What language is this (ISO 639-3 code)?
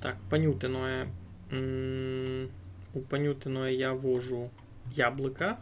rue